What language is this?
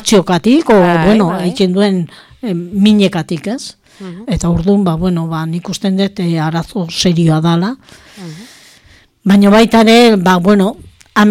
Basque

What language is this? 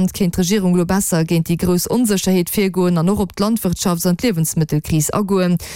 Luxembourgish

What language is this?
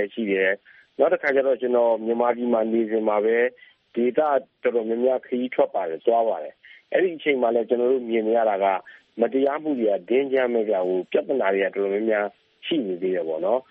Burmese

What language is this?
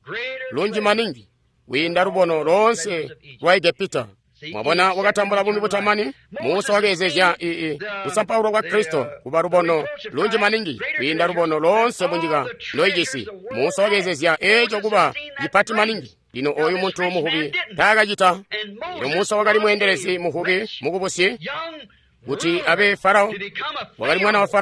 Tonga (Zambia)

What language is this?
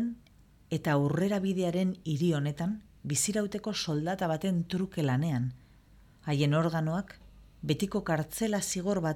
Basque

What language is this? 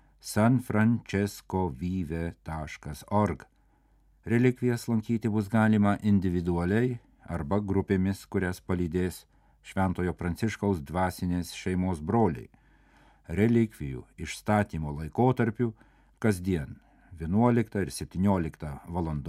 Lithuanian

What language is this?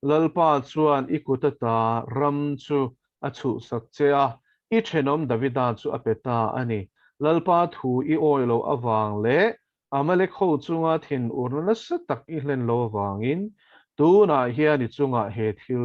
Mizo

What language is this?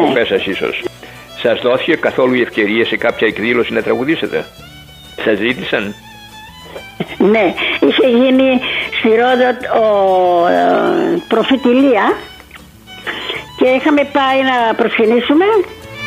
Greek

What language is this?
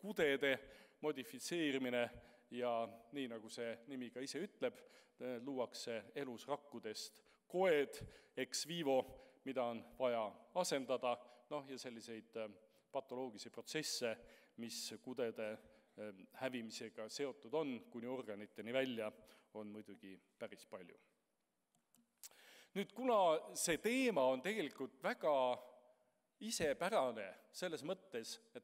Estonian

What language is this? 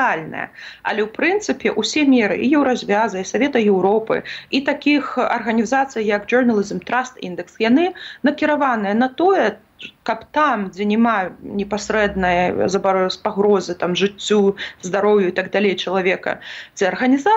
Belarusian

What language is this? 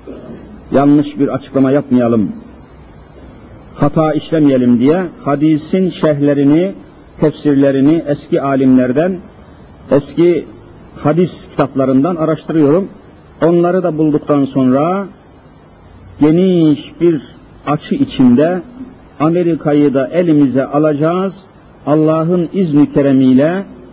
Turkish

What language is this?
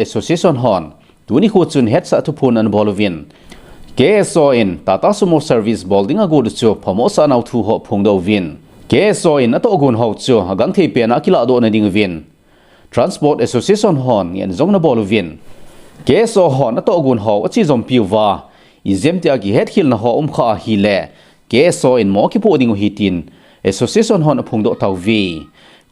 Thado Chin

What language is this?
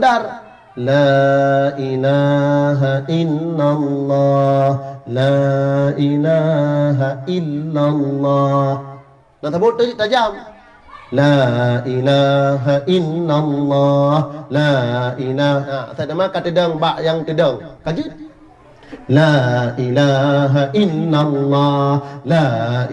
Achinese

